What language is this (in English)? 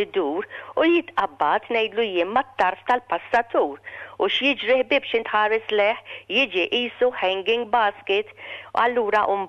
Maltese